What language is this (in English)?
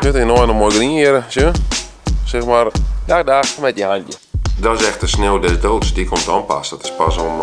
Western Frisian